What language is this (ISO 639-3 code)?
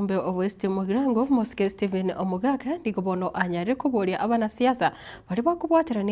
guz